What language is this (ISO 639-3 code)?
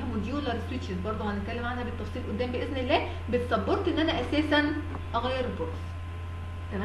arz